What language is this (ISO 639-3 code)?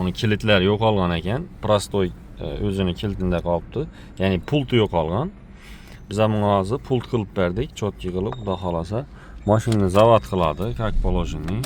uzb